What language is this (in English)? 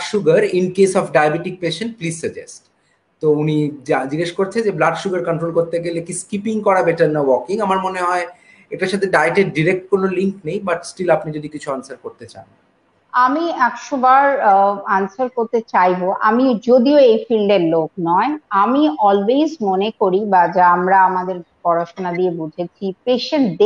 Bangla